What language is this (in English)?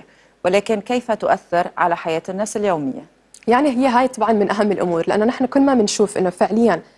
North Levantine Arabic